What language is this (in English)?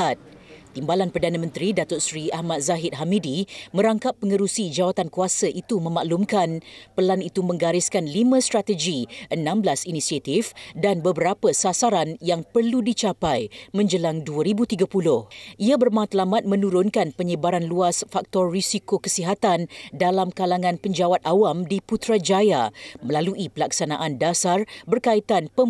Malay